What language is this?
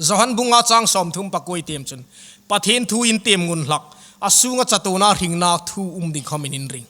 Hmar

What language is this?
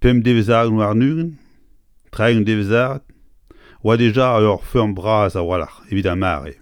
Breton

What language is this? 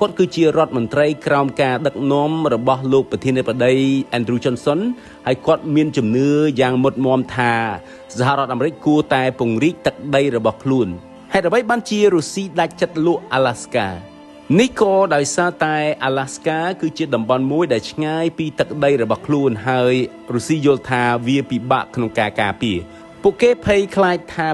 Khmer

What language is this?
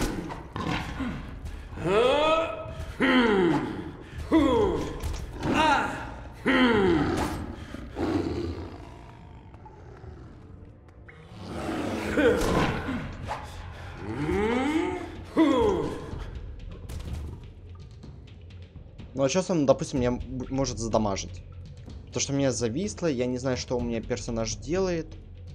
Russian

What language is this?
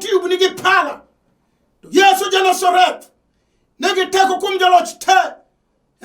Luo (Kenya and Tanzania)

